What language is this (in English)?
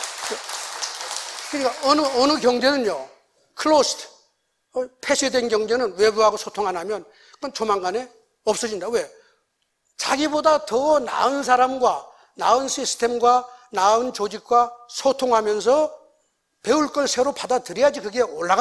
Korean